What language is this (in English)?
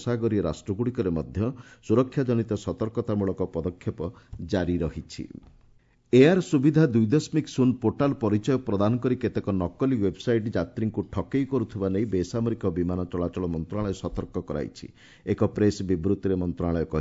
Odia